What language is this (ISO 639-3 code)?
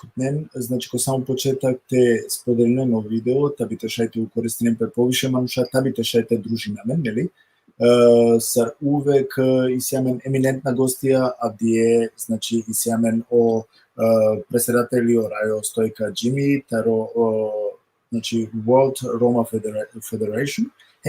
rmn